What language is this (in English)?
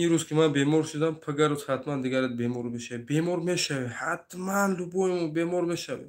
Tajik